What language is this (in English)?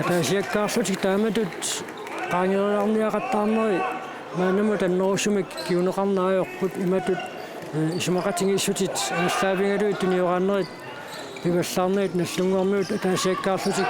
Kalaallisut